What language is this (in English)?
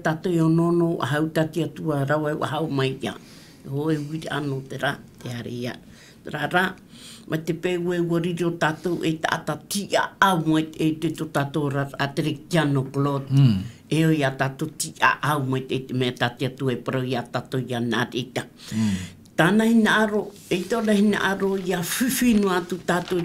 Tahitian